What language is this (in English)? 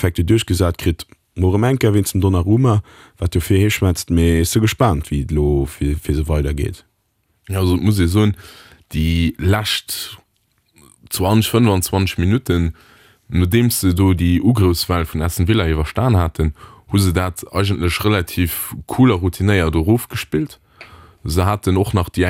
Luxembourgish